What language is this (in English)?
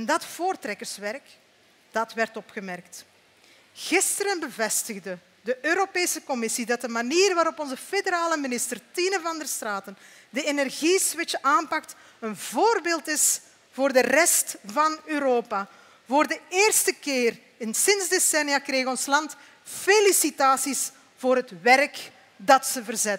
Dutch